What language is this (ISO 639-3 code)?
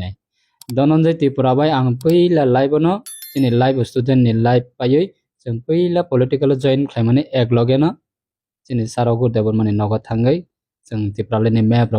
trp